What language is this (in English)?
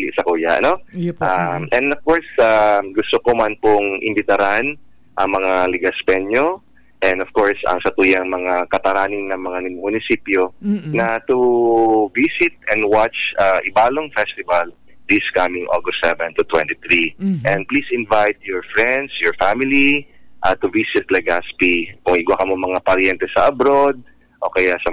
Bikol